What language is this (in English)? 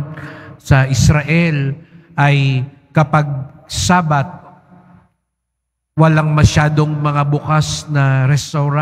Filipino